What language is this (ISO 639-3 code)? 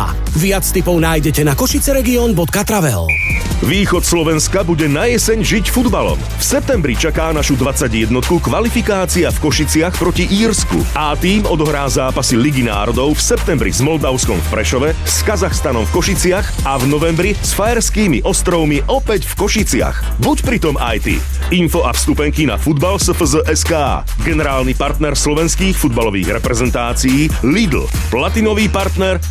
slk